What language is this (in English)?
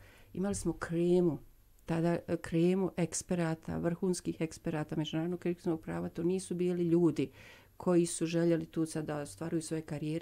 Bosnian